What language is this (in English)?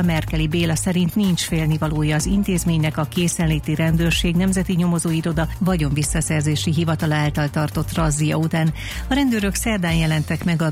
Hungarian